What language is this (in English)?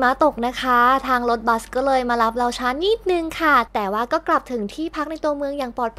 Thai